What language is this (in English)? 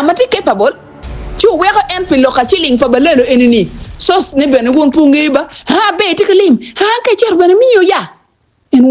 Acoli